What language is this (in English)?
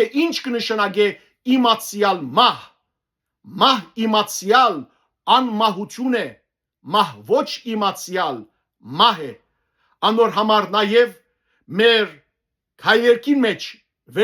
Western Armenian